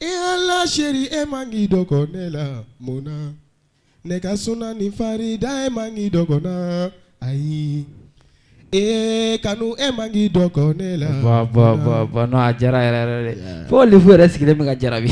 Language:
Bambara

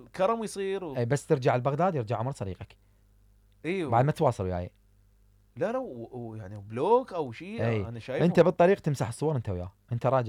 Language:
Mesopotamian Arabic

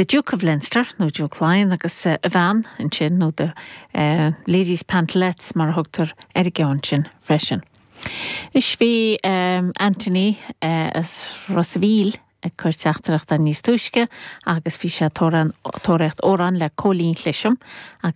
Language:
Irish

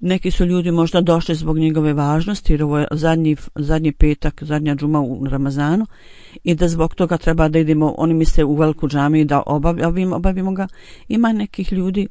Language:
Bosnian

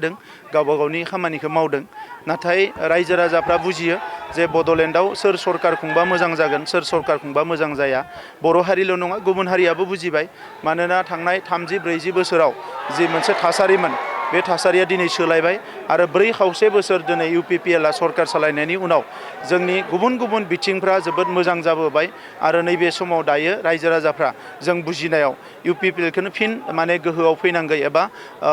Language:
Bodo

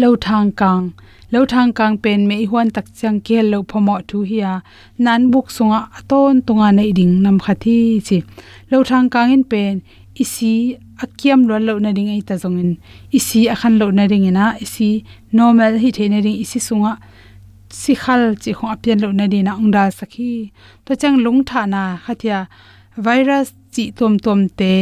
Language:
Tedim Chin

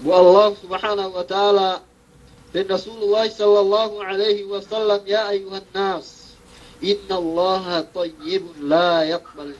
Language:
Yakan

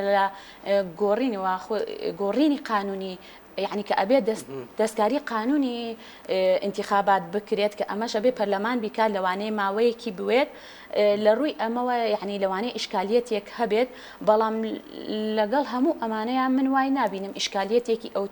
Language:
Central Kurdish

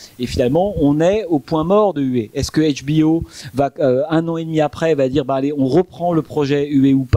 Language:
French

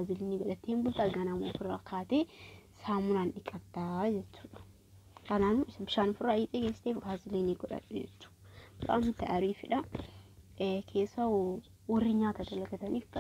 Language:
Oromo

